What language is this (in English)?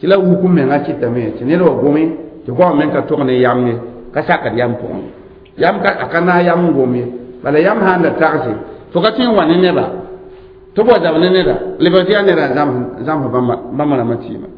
Mossi